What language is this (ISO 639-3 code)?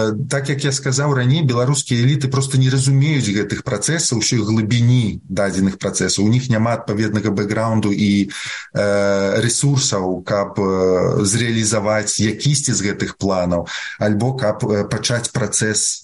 bel